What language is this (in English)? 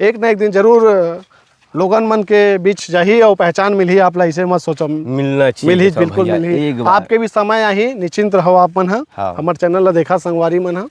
Chhattisgarhi